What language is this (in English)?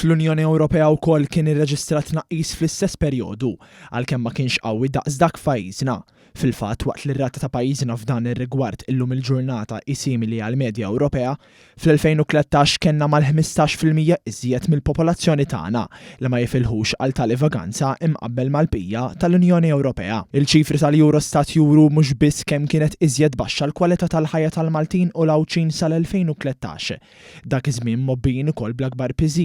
Maltese